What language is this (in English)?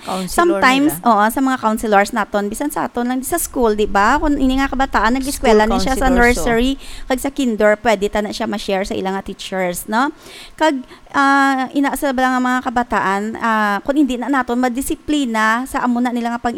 Hiligaynon